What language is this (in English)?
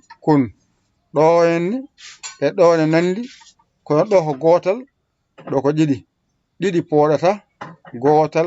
Fula